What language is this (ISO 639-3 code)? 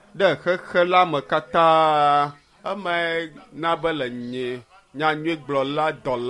ewe